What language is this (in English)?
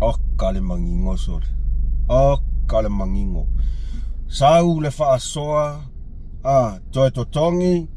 Samoan